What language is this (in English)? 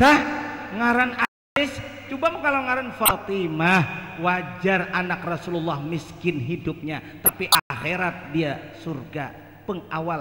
Banjar